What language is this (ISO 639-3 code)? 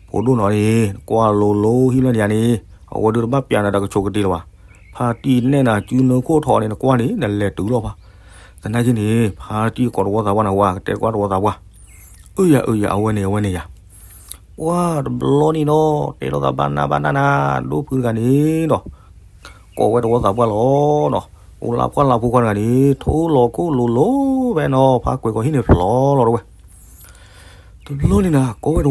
ksw